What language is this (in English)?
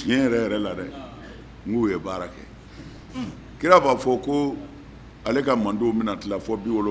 Bambara